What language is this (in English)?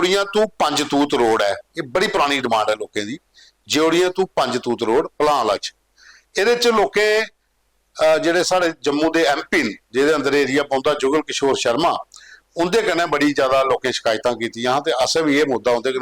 Dogri